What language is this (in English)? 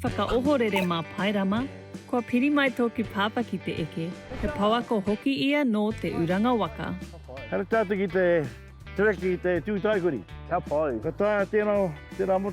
Māori